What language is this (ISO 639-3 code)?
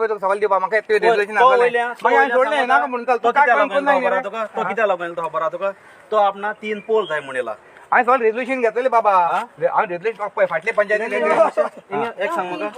kok